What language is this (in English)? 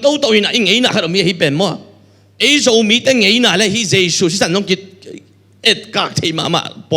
Tedim Chin